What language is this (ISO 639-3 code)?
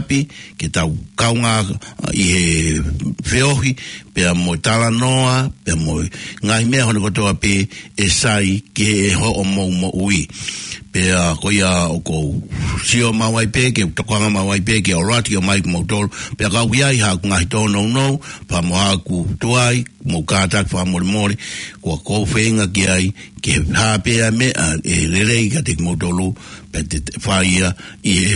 ton